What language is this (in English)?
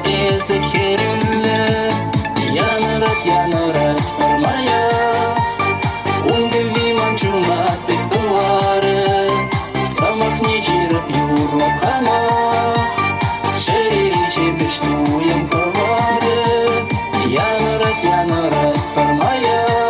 Chuvash